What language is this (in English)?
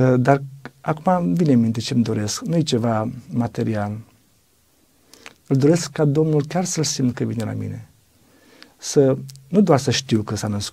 Romanian